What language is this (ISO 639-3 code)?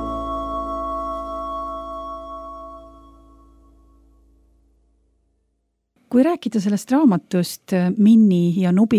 est